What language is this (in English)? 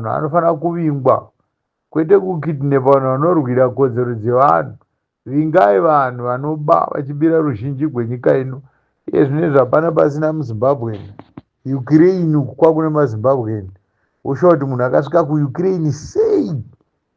Shona